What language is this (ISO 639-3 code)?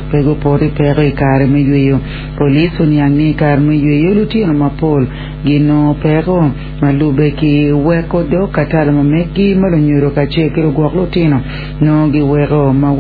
ach